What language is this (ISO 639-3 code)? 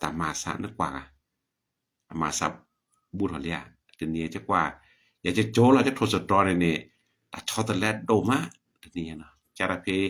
ksw